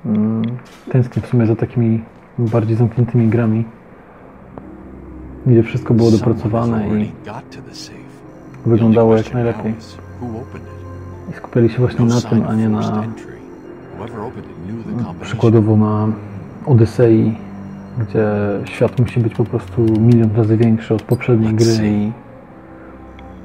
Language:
Polish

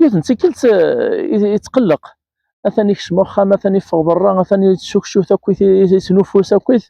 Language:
Kabyle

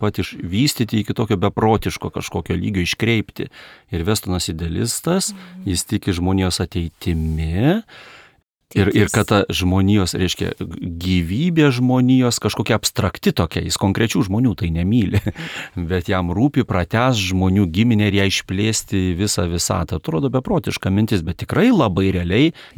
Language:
Lithuanian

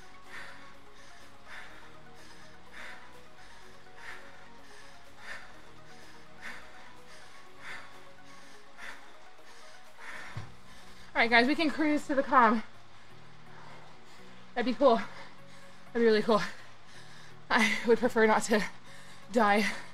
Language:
English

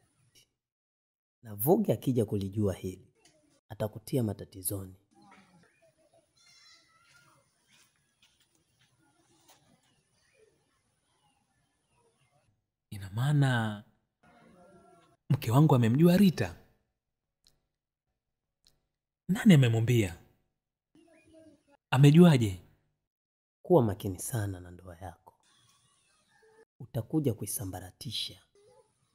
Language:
Swahili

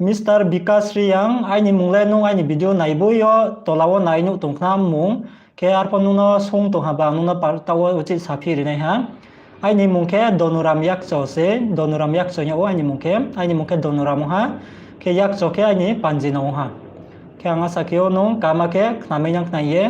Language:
Riang (India)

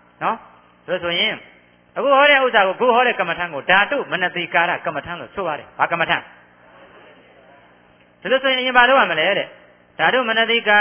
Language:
Burmese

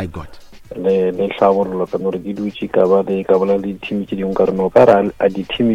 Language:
Northern Sotho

